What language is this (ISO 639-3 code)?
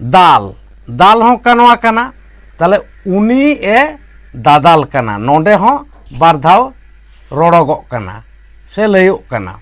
sat